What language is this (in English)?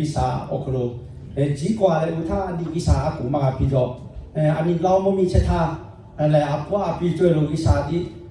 Lahu